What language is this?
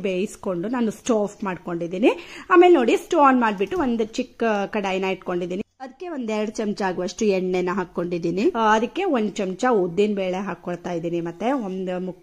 Kannada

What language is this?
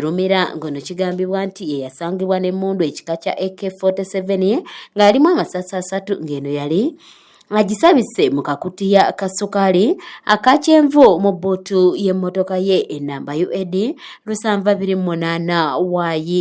Ganda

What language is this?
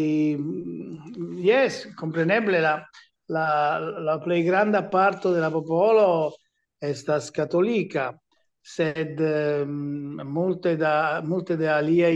Esperanto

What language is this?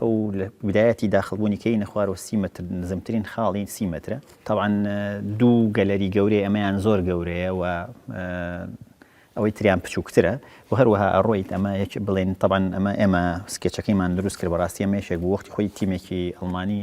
Central Kurdish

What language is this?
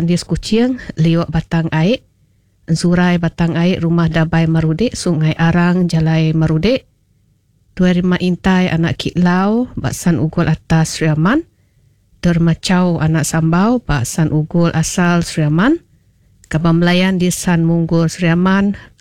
Iban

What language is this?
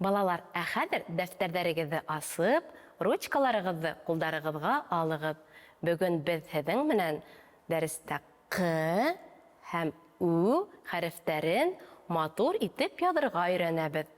Bashkir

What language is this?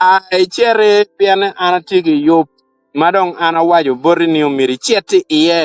Acoli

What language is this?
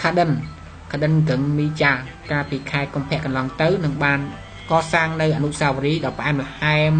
Khmer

